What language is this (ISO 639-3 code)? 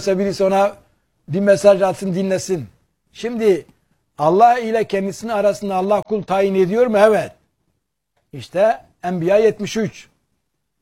tur